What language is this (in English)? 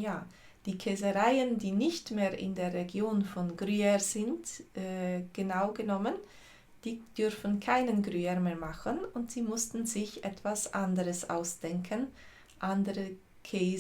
Swiss German